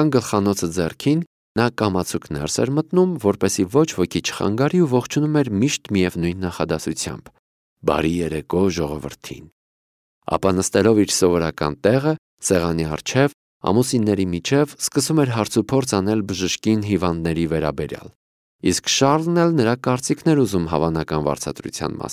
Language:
Armenian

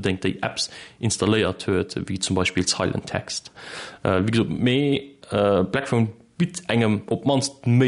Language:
Luxembourgish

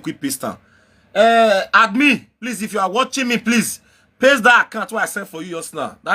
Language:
Nigerian Pidgin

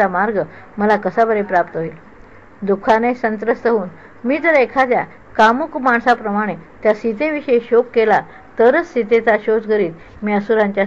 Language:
Marathi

